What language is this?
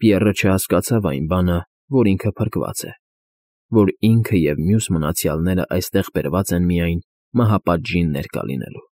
Armenian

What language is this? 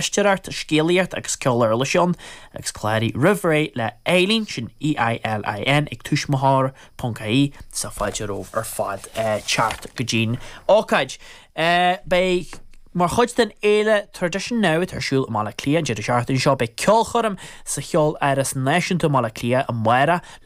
Irish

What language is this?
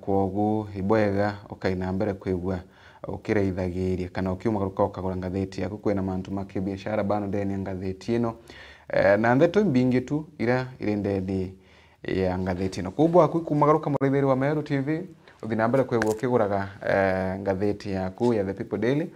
Meru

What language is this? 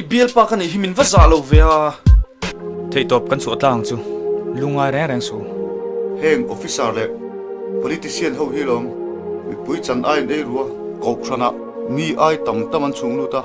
Mizo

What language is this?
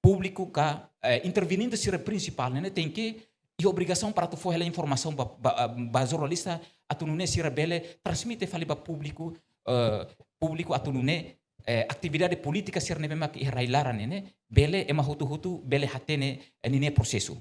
Tetum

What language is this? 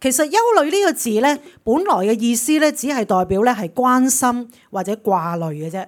Cantonese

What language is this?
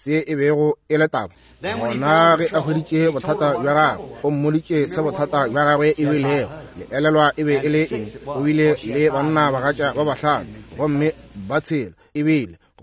Northern Sotho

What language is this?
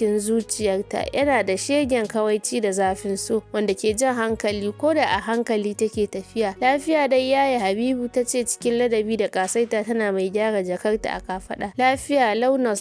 Hausa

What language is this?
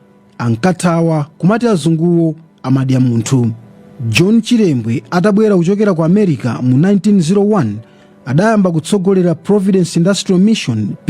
Nyanja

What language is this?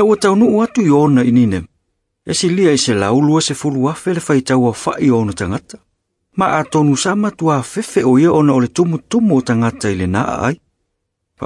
Samoan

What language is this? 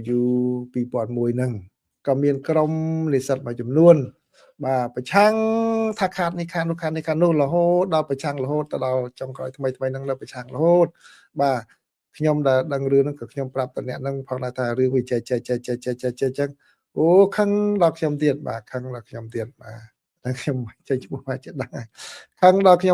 Khmer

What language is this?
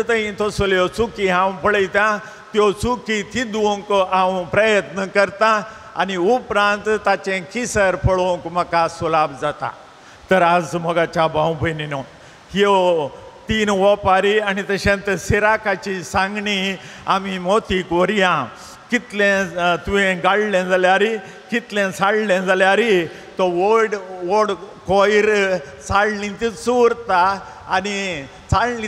Konkani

